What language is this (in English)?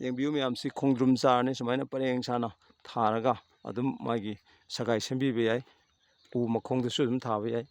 Manipuri